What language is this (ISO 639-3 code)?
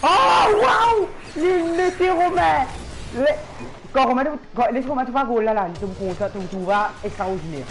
mfe